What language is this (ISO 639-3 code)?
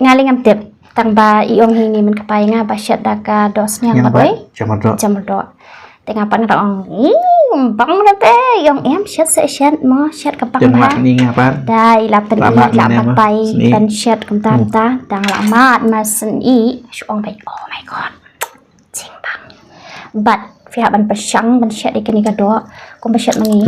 kha